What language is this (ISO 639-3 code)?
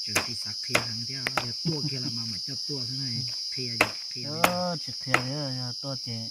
hmn